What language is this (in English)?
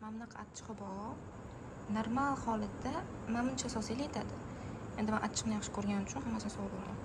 Uzbek